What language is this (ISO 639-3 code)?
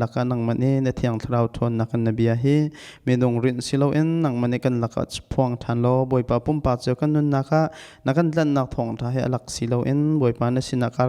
cnh